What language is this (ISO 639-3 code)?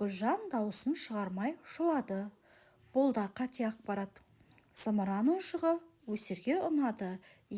kaz